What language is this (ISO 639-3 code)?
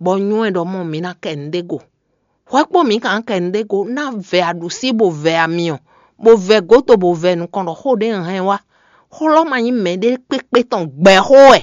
fon